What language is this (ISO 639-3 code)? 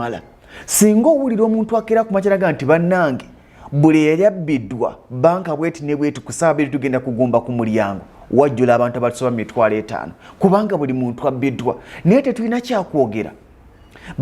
lug